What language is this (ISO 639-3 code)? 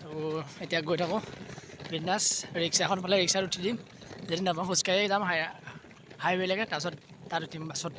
asm